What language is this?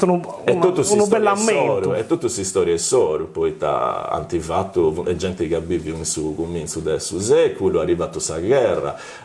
Sardinian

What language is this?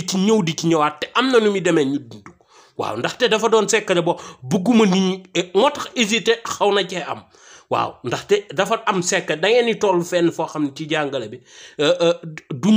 Wolof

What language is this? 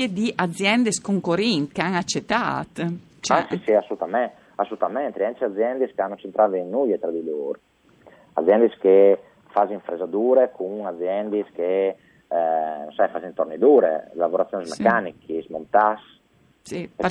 Friulian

